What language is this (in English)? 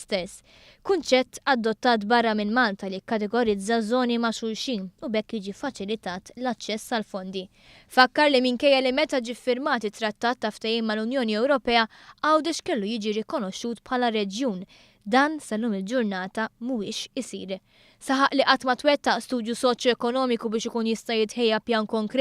Maltese